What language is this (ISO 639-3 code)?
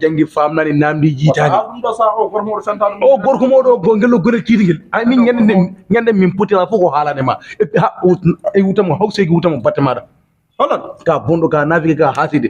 ful